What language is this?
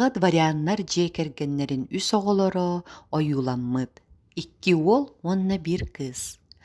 Yakut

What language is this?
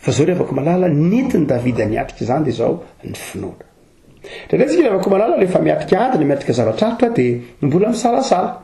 Malagasy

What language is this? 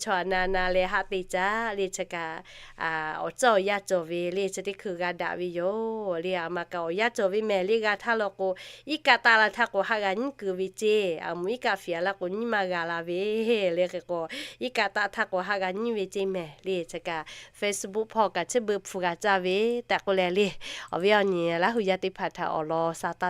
Lahu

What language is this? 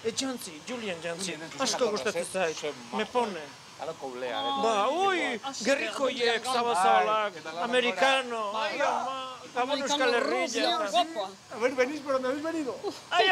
Basque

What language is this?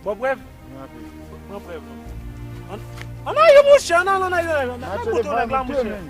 Haitian Creole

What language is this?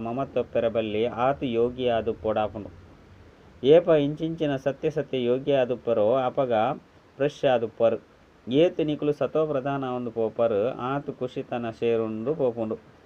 Tulu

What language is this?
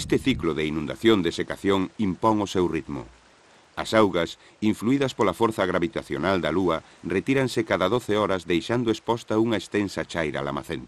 Galician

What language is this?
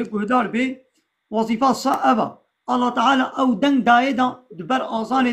Kurdish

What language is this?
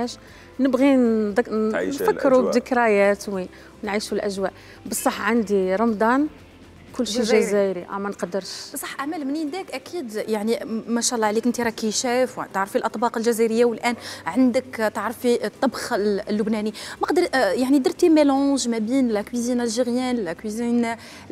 Algerian Arabic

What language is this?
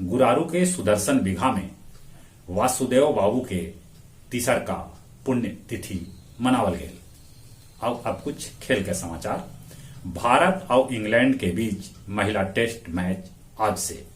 Magahi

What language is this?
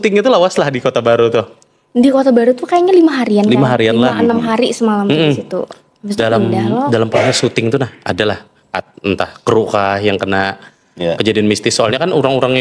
Banjar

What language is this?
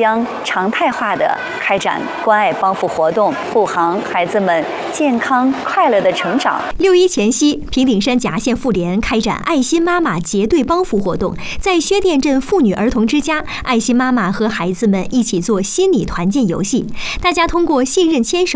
Chinese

